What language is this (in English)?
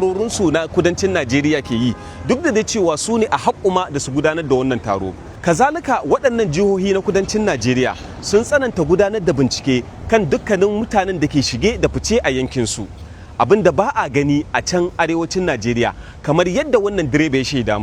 Hausa